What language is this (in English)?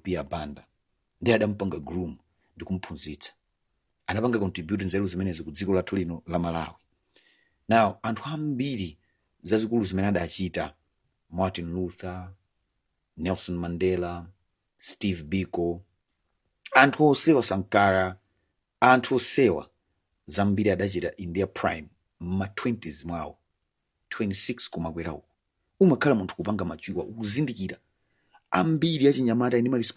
Nyanja